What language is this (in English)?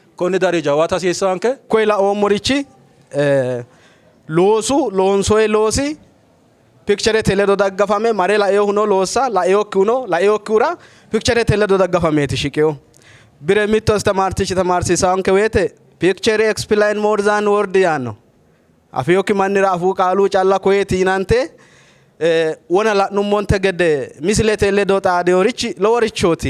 Sidamo